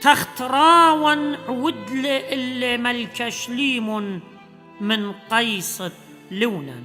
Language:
Assyrian Neo-Aramaic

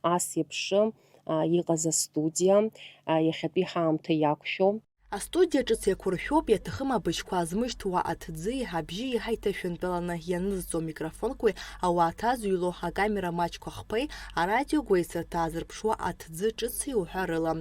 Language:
Abkhazian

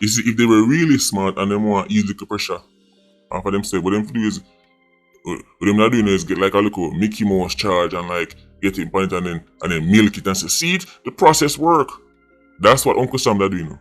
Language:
Jamaican Creole English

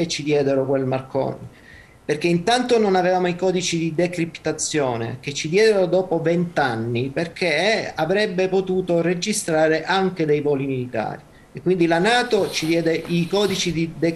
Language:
Italian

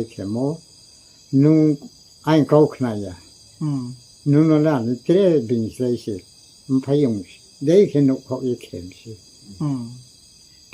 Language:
Riang (India)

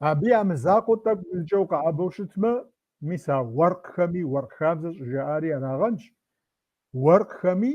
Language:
Kabardian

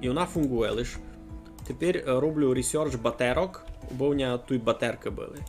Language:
Rusyn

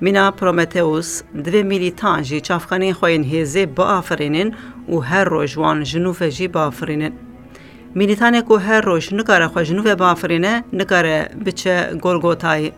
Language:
Kurdish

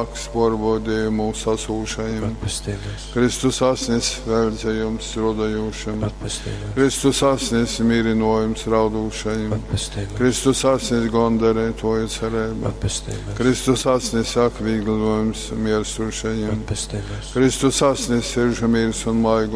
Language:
Latgalian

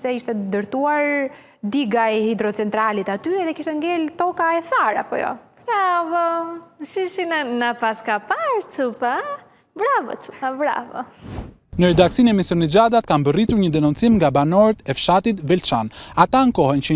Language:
Albanian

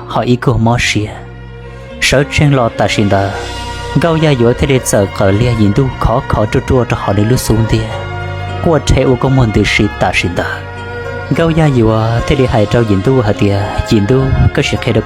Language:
Hmong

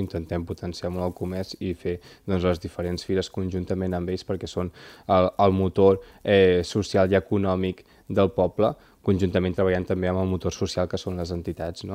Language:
Catalan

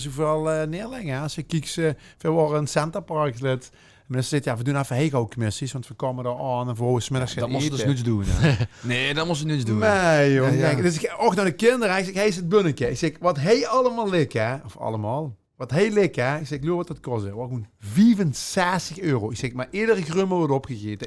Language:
Limburgish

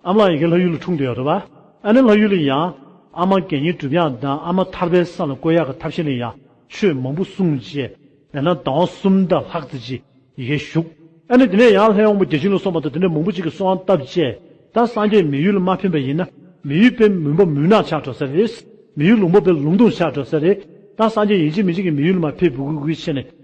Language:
Tibetan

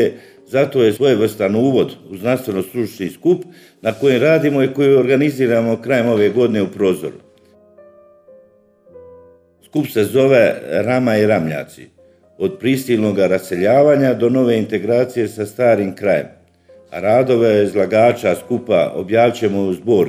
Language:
Croatian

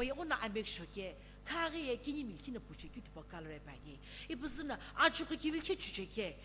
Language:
Sumi Naga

